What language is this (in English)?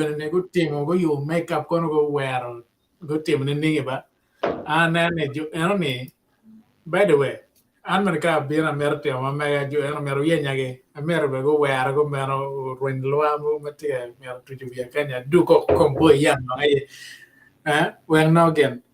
Acoli